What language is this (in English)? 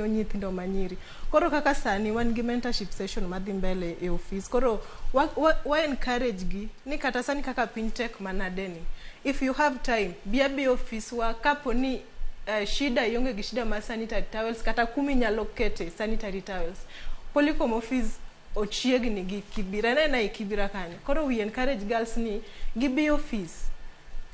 Luo (Kenya and Tanzania)